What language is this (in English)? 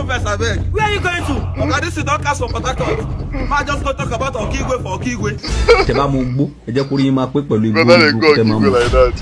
Nigerian Pidgin